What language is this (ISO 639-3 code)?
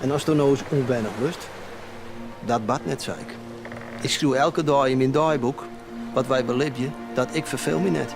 fry